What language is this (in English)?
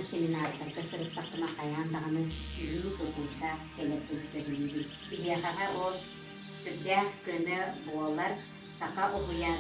Yakut